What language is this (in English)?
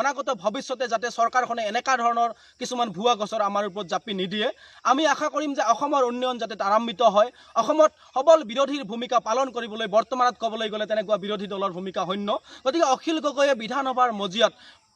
Assamese